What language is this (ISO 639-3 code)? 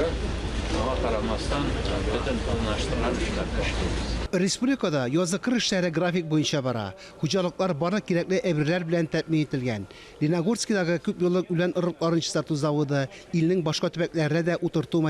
tat